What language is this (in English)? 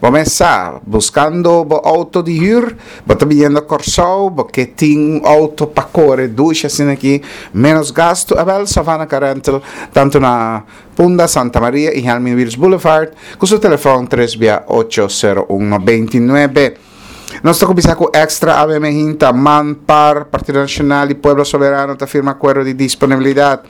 Papiamento